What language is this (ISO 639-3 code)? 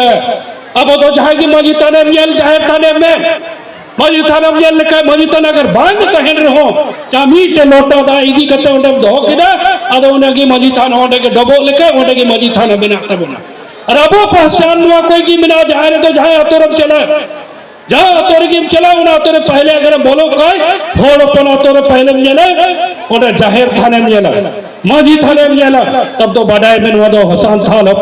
sat